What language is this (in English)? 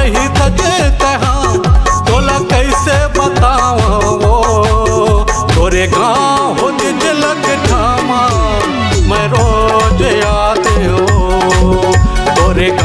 Chhattisgarhi